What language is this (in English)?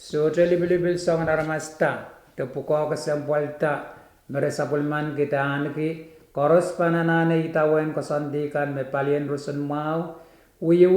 Pohnpeian